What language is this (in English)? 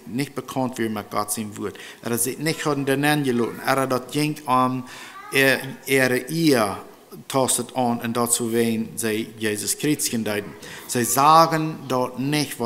Plautdietsch